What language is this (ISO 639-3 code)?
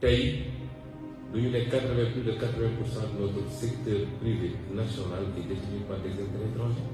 wol